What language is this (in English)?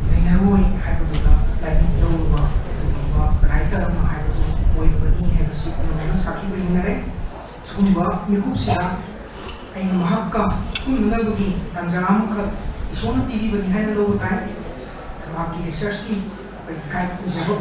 Manipuri